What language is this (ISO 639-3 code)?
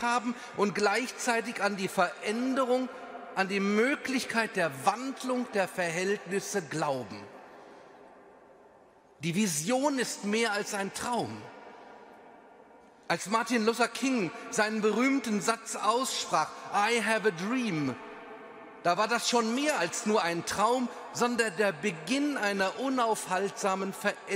deu